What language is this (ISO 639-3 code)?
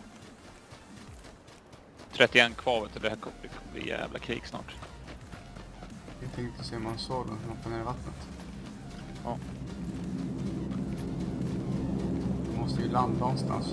swe